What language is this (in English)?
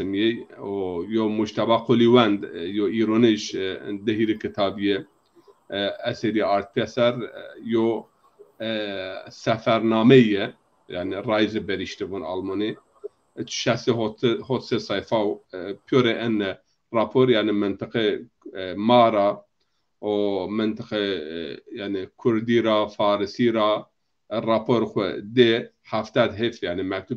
Zaza